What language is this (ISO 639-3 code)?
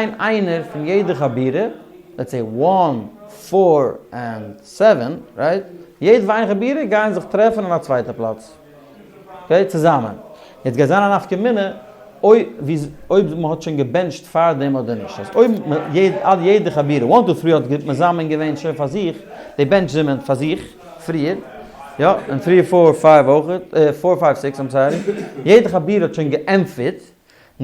yid